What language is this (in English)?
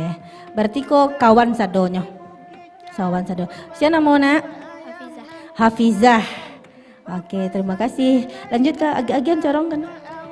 Minangkabau